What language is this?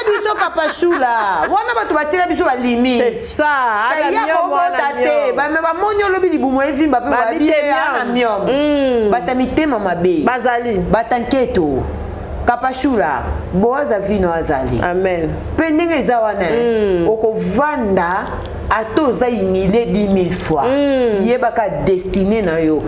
Lingala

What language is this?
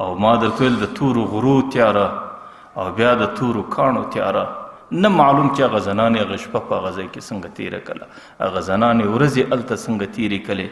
Pashto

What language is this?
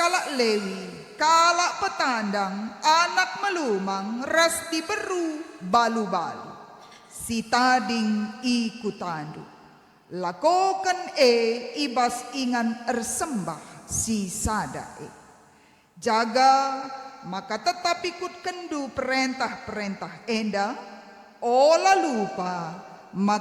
Batak Karo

